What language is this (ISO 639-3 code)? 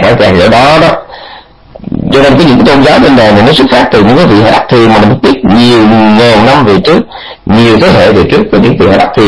vie